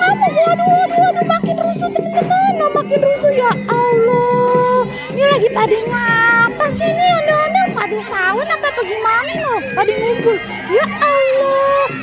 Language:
Betawi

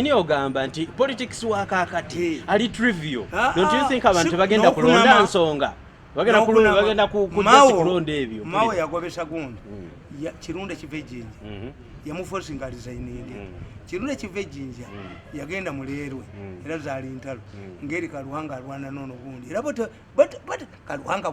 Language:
Ganda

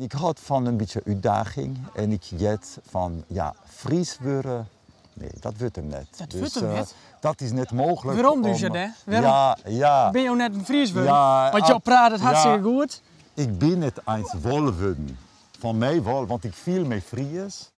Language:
Western Frisian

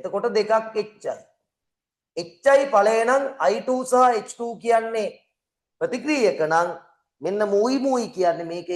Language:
Sinhala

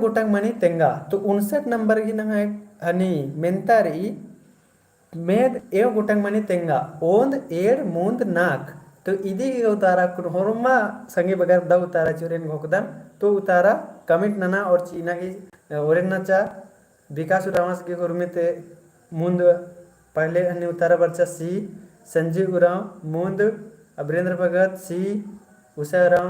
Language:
Kurukh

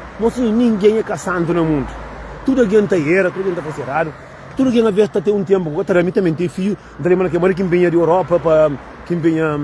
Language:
Kabuverdianu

